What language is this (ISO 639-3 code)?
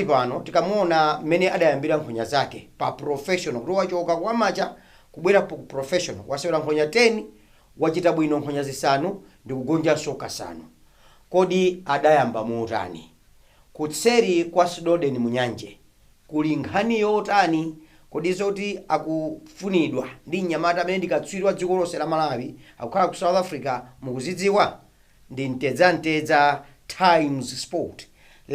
nya